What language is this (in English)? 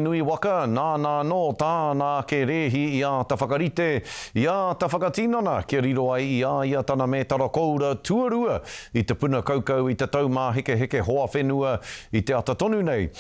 Māori